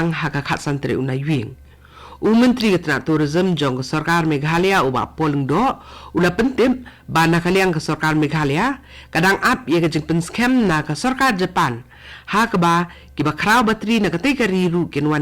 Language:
Khasi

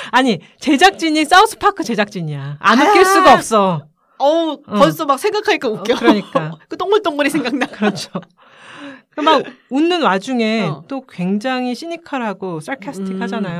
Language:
Korean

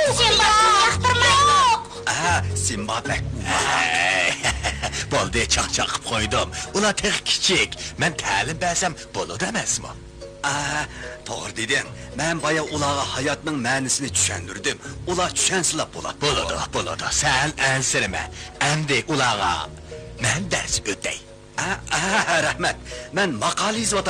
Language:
Uyghur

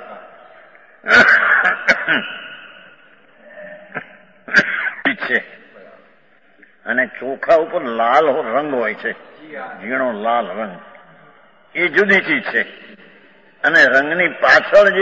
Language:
Gujarati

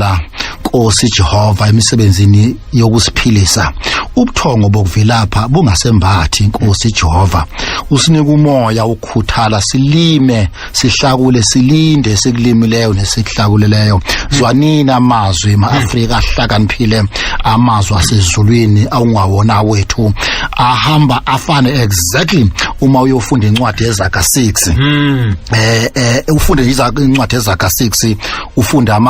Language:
Zulu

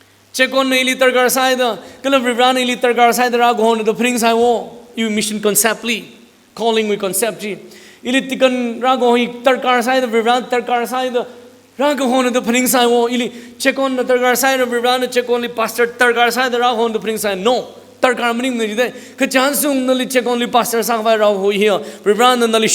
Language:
Tangkhul Naga (India)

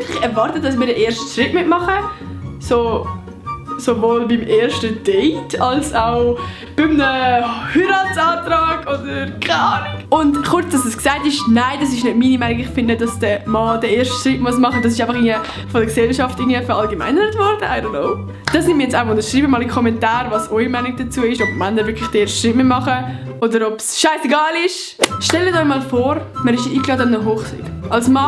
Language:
Swiss German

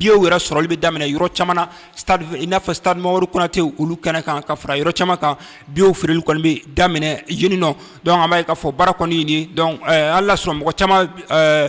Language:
Bambara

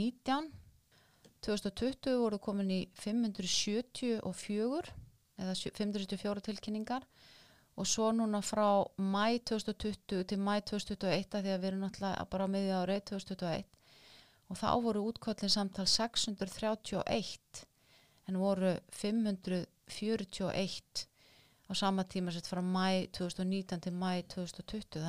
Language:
Icelandic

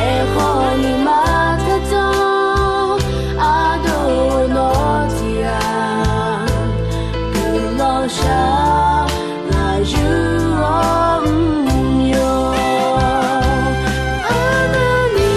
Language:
Akha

